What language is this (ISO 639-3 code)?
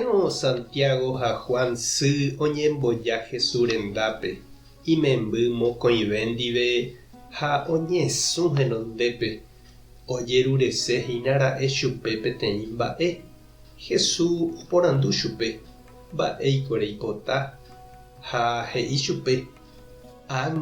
grn